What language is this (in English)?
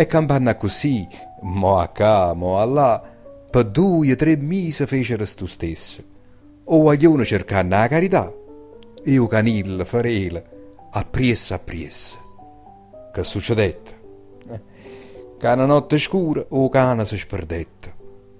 Neapolitan